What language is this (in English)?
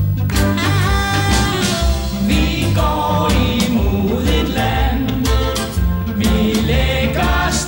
Danish